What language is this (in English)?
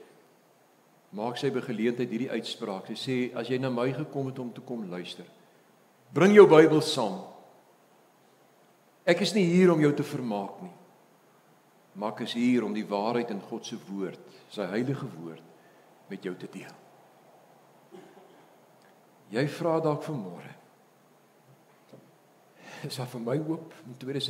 Afrikaans